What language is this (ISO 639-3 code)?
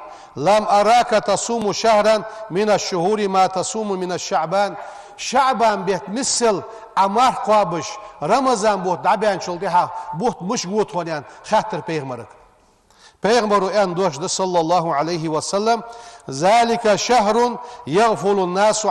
inh